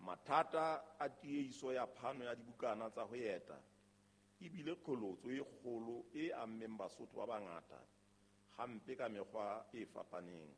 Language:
Southern Sotho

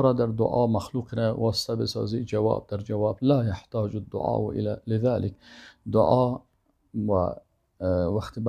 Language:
Persian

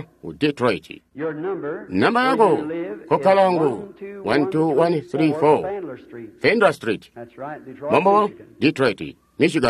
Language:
Tonga (Zambia)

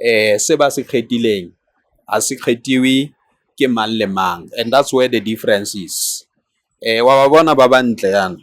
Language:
Tswana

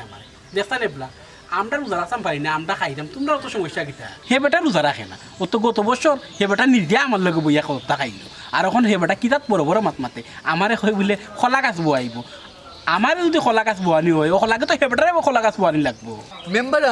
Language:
Sylheti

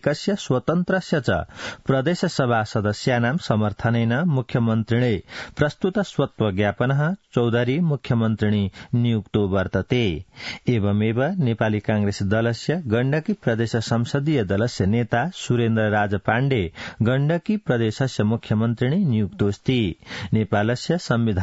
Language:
Sanskrit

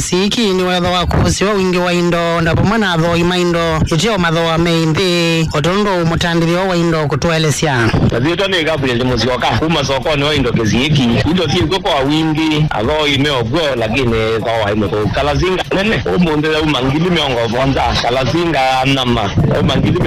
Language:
Kamba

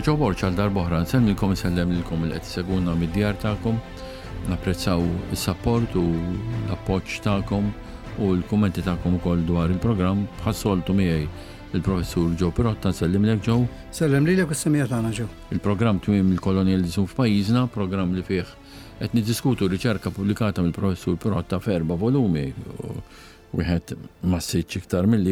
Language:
Maltese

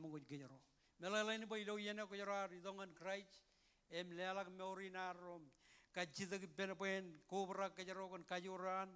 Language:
Marshallese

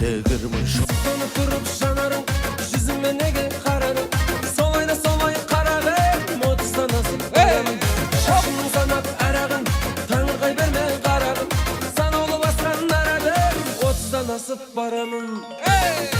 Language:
Kara-Kalpak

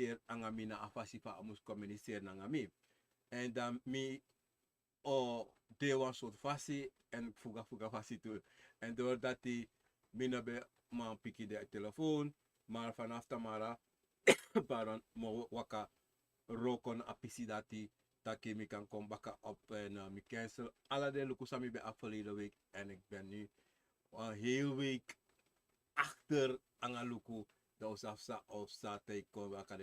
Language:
Sranan Tongo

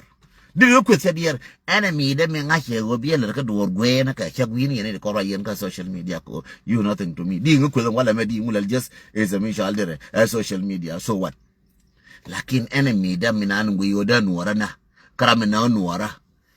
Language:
Nuer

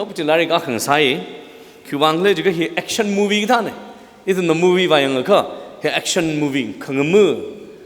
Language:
Tangkhul Naga (India)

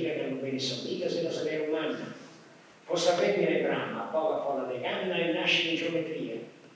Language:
Sardinian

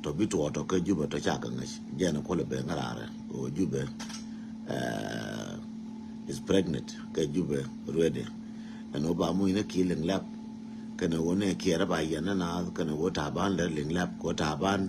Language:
Nuer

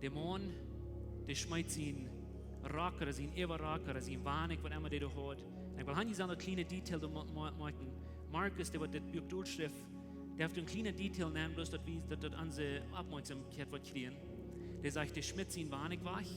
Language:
Plautdietsch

